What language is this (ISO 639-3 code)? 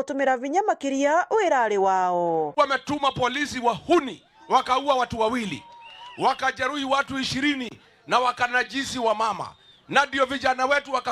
mer